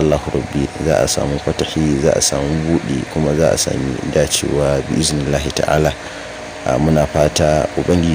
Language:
Hausa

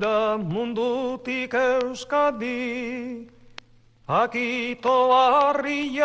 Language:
Basque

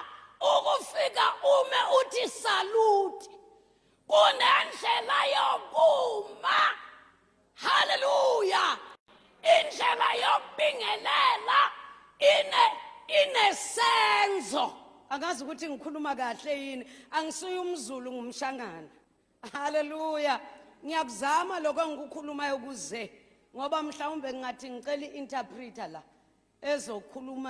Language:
Zulu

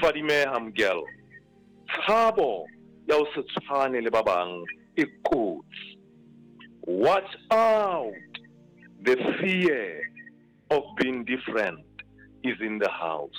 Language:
Southern Sotho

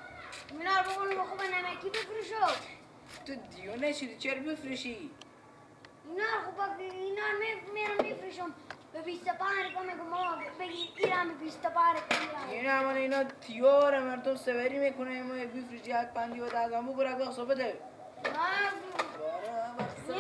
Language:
Persian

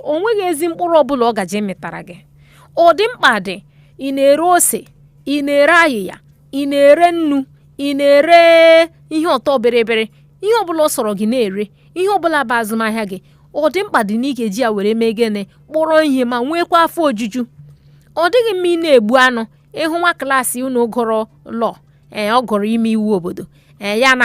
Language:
Igbo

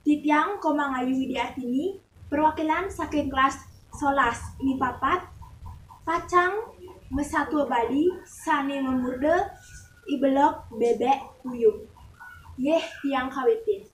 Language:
Balinese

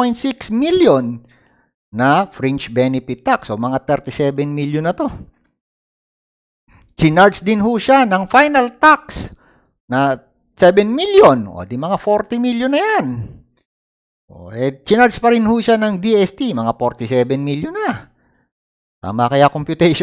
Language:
Filipino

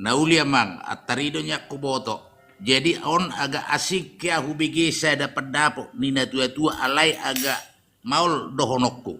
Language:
Batak Toba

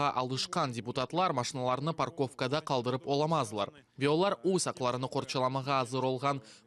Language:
Crimean Tatar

